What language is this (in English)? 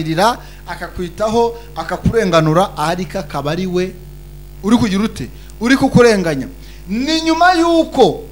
Kinyarwanda